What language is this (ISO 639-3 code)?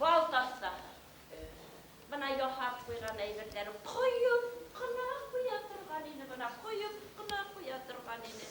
bak